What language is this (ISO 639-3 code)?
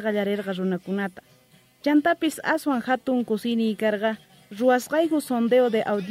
quh